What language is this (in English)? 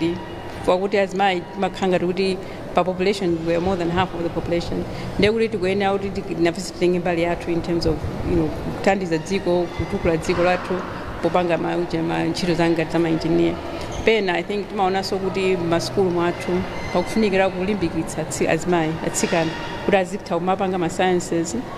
Nyanja